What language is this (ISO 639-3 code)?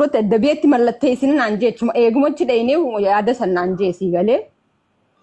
orm